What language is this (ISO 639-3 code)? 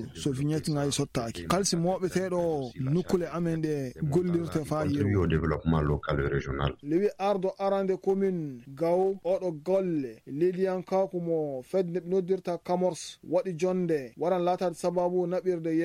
ful